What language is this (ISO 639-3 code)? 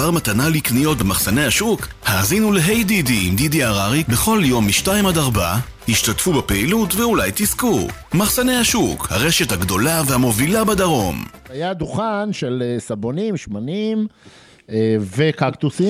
heb